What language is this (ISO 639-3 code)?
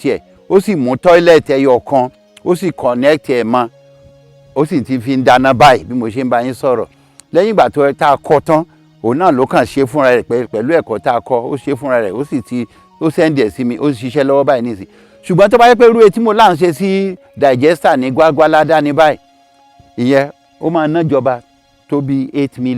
yor